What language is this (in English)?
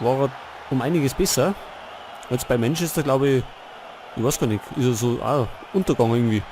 Bavarian